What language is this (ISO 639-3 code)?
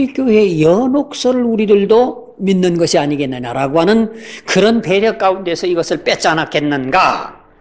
kor